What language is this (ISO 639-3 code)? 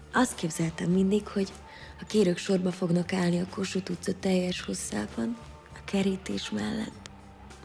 hun